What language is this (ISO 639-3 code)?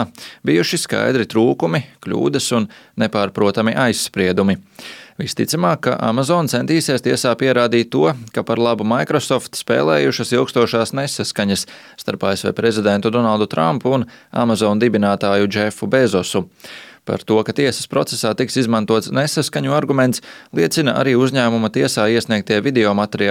lav